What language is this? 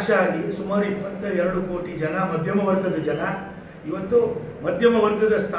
Kannada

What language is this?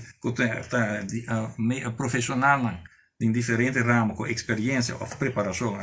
Papiamento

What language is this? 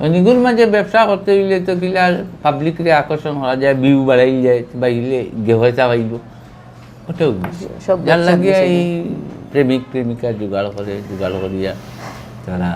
Sylheti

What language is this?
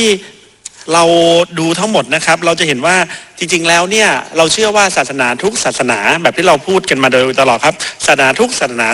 Thai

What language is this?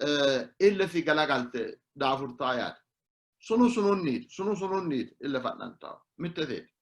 Sidamo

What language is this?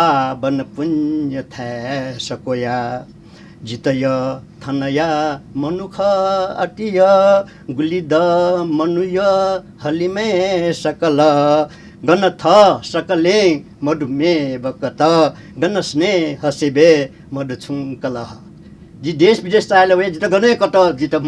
Newari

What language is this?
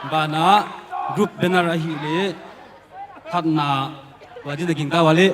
Paite Chin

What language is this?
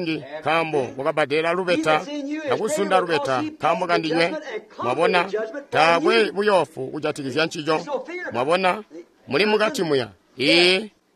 Tonga (Zambia)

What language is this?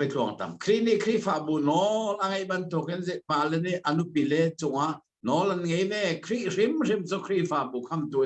Hakha Chin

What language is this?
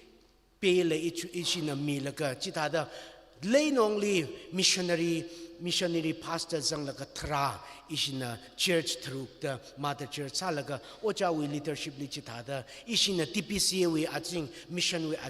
Tangkhul Naga (India)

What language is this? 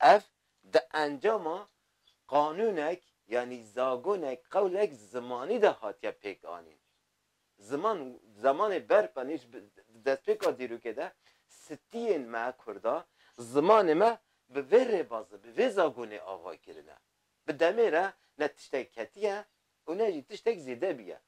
Kurdish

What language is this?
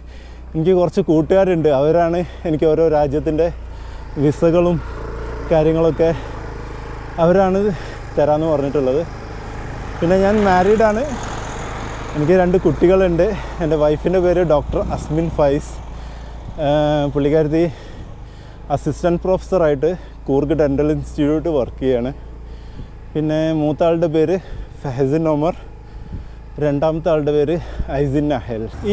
Malayalam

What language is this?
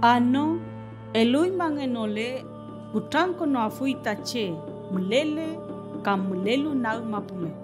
Mapuche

